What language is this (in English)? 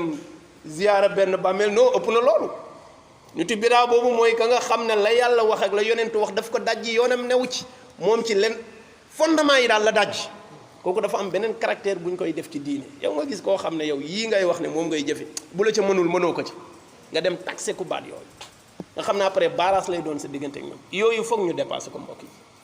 Wolof